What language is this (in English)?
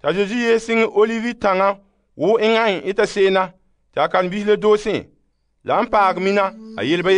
Frafra